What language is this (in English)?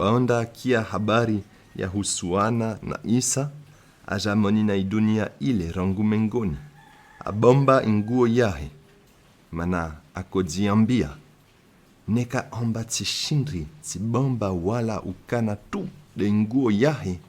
Comorian